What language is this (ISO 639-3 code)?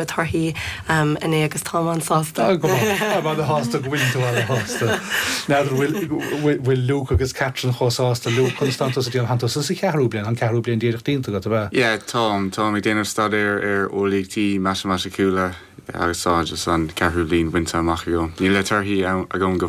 gle